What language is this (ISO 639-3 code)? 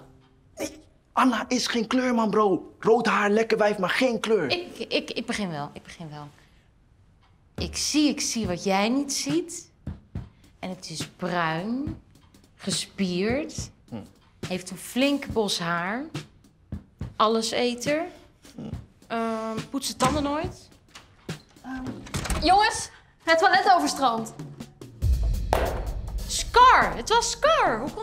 nld